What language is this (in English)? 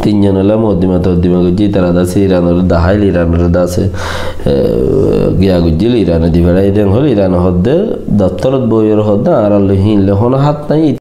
Rohingya